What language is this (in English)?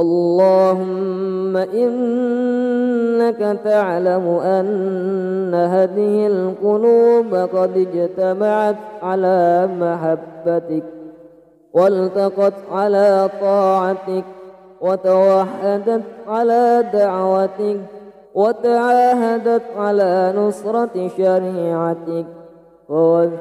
Arabic